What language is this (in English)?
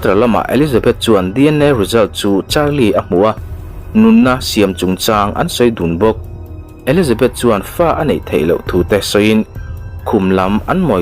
Mizo